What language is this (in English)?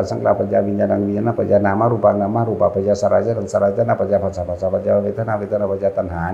Northeastern Thai